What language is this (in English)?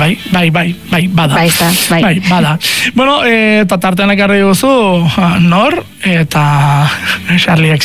Basque